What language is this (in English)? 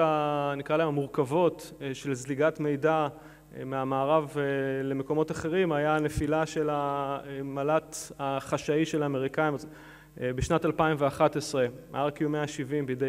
Hebrew